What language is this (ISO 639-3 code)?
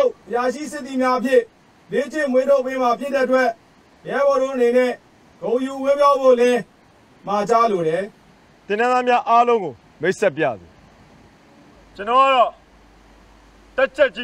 mya